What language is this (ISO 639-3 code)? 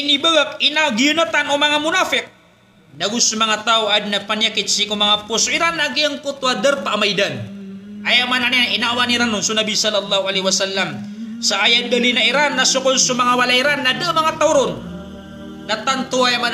mrw